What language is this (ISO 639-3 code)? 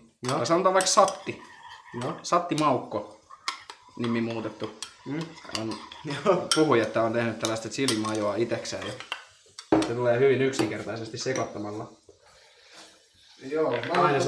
fin